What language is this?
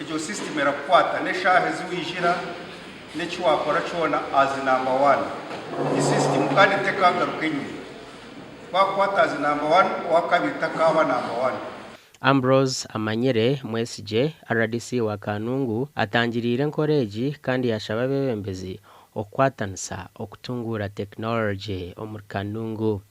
Nyankole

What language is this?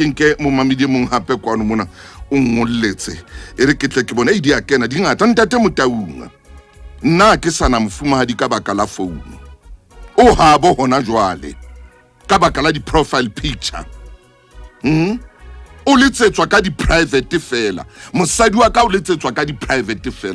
Southern Sotho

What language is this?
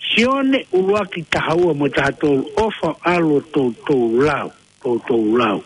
Tongan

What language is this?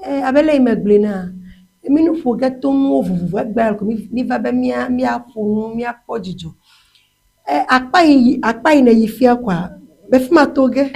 Ewe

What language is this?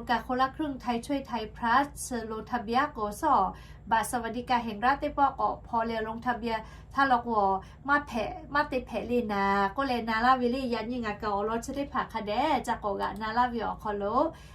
Lahu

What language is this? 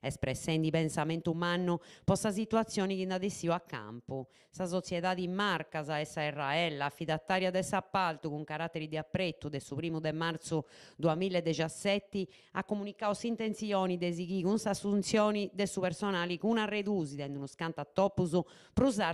Sardinian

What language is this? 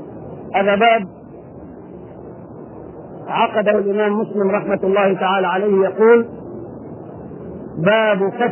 Arabic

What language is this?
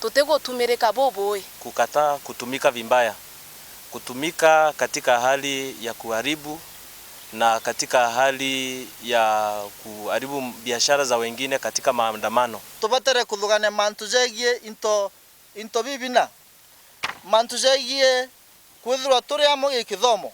Meru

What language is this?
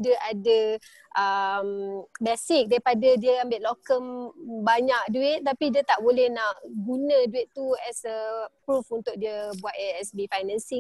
Malay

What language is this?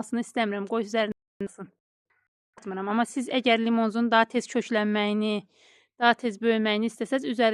Azerbaijani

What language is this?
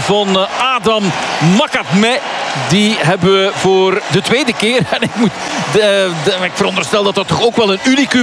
Dutch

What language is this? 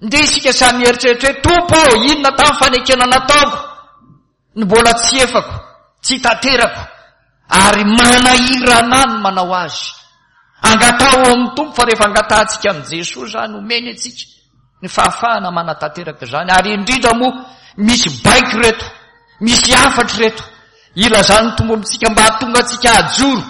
Malagasy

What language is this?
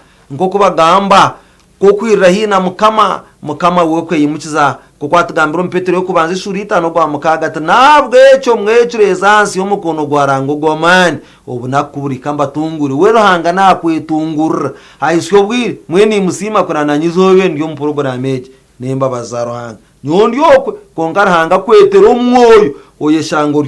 Nyankole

